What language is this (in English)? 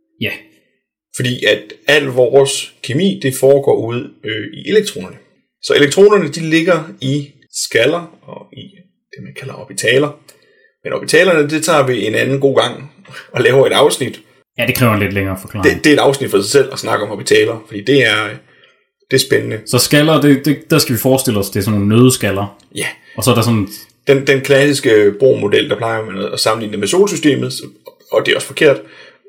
Danish